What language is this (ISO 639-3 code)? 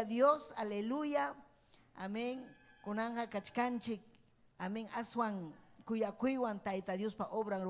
quy